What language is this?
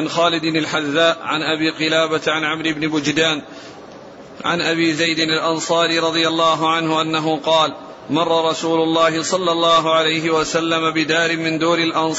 Arabic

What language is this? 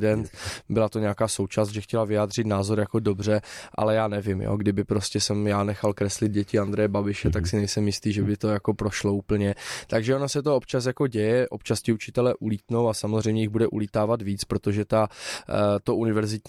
Czech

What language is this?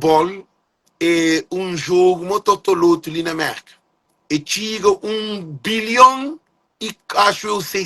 Kabuverdianu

